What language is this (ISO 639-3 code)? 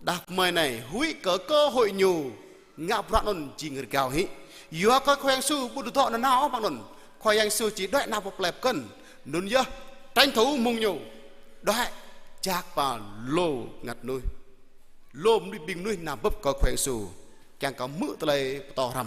jra